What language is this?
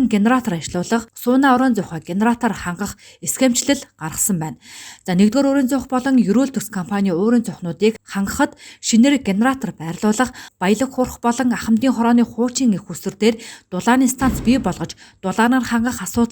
Mongolian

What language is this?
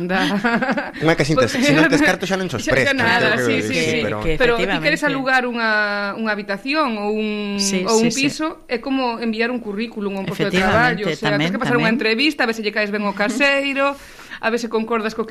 Galician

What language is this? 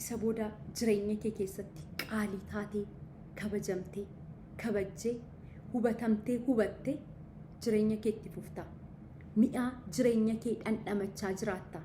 Oromo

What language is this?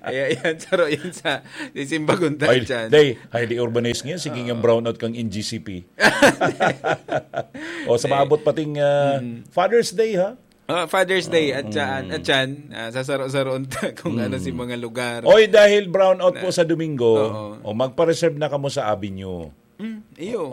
Bikol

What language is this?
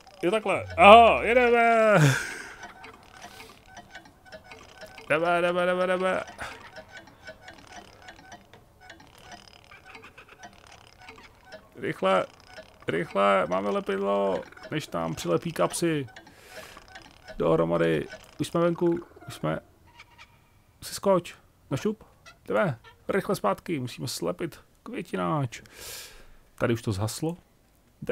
Czech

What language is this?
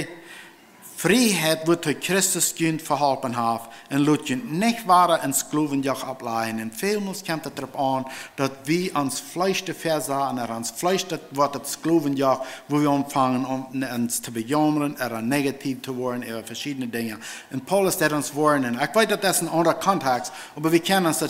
Plautdietsch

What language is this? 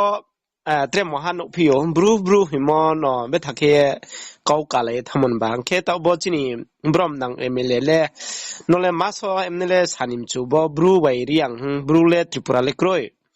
Riang (India)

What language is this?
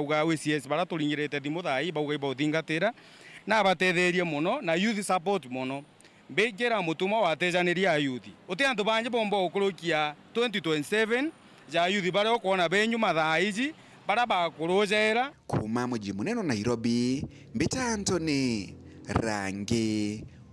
Meru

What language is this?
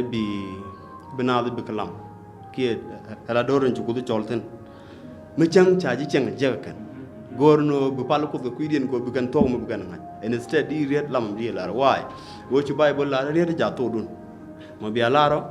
Nuer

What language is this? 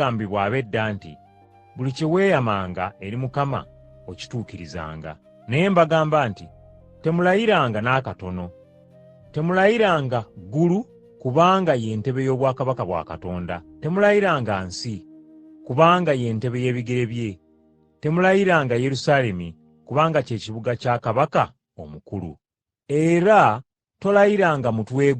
Ganda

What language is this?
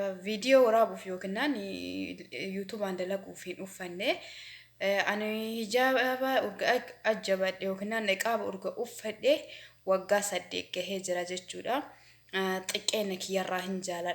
Oromo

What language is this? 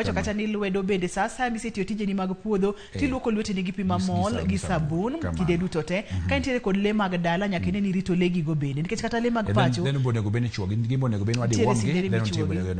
Luo (Kenya and Tanzania)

